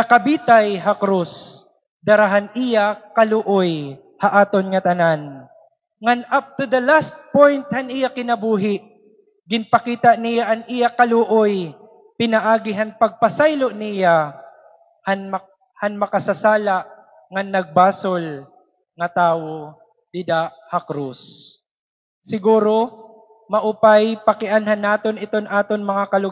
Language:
Waray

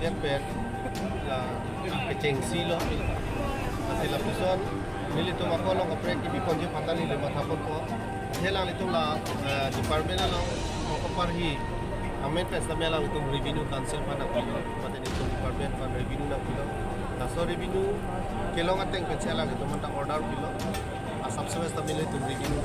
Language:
Karbi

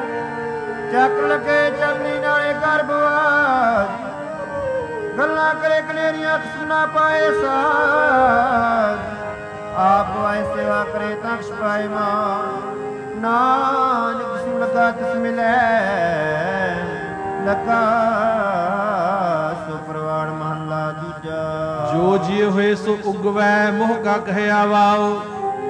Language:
Punjabi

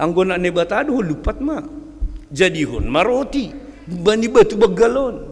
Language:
Batak Simalungun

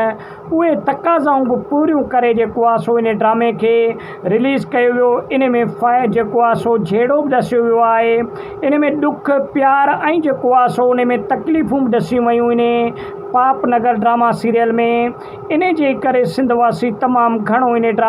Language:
Sindhi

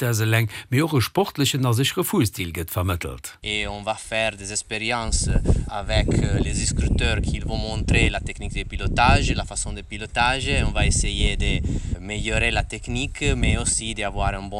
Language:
Luxembourgish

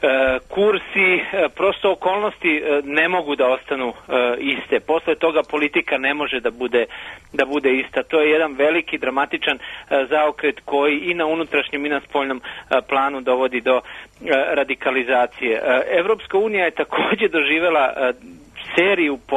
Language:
Serbian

